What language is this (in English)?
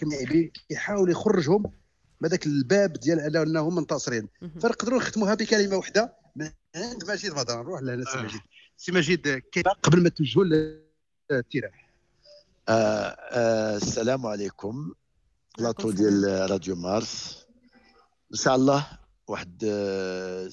Moroccan Arabic